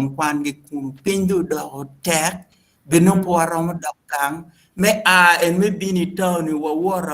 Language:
Acoli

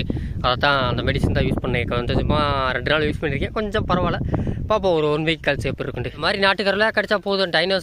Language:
Tamil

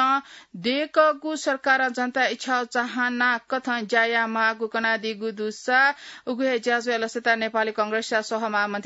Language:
Newari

